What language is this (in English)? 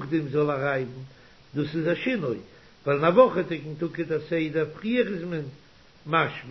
Yiddish